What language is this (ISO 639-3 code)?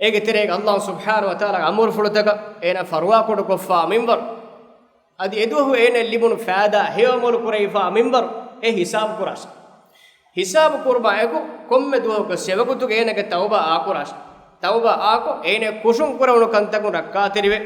div